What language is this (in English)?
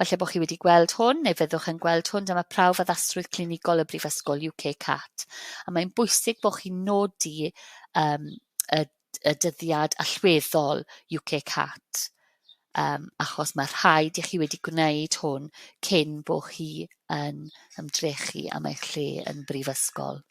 Welsh